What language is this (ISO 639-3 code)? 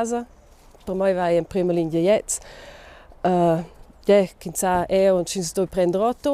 roh